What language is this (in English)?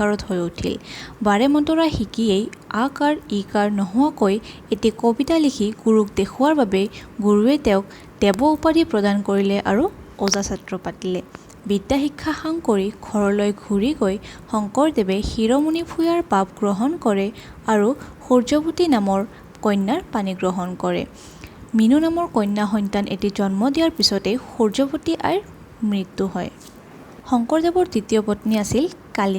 Assamese